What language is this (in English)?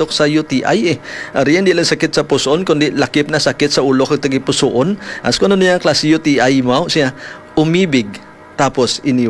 Hiligaynon